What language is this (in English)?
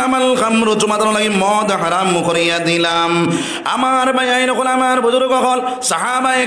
Sylheti